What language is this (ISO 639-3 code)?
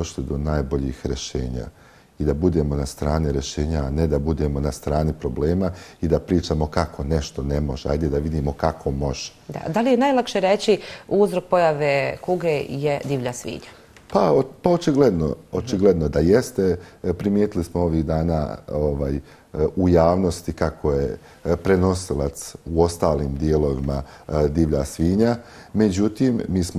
bos